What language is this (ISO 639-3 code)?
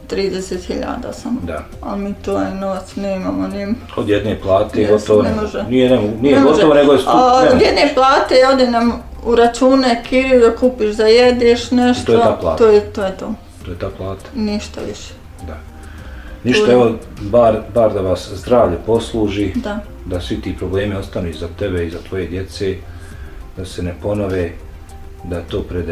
bos